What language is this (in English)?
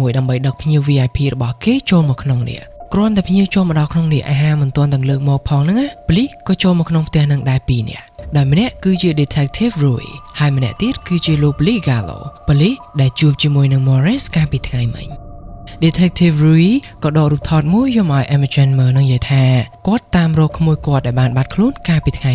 Khmer